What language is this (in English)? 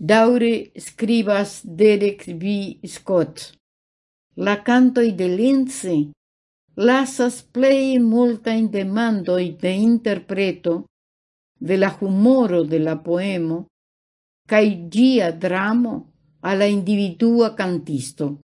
Esperanto